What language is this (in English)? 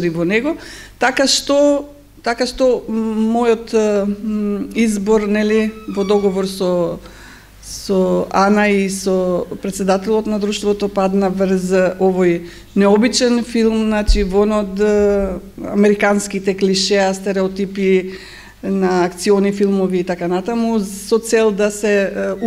Macedonian